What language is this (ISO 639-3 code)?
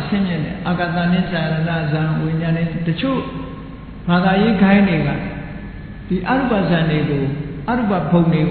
mya